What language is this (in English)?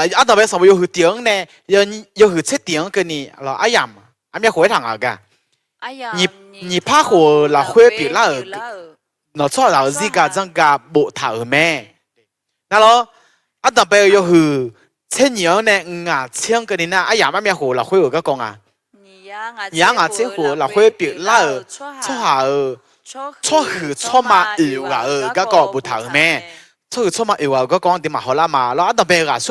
Akha